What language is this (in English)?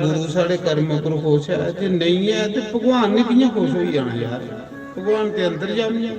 Dogri